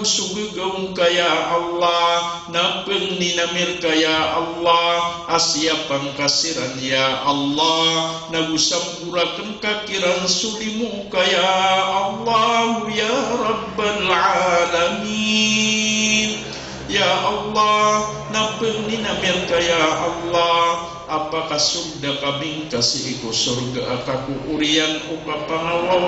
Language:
Maranao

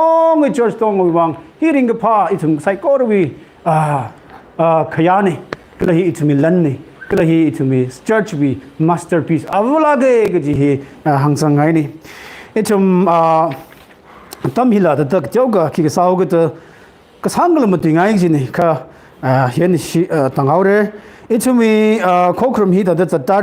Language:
Tangkhul Naga (India)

